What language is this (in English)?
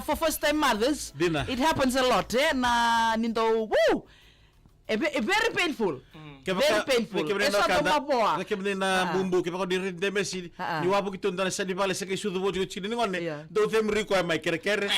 Fijian